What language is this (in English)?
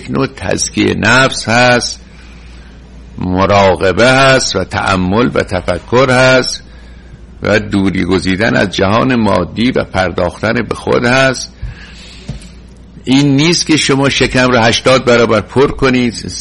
Persian